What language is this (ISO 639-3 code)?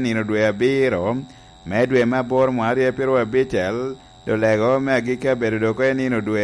laj